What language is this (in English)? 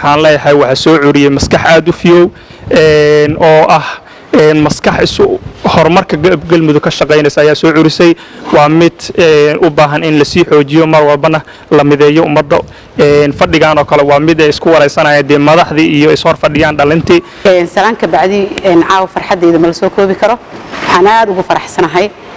Somali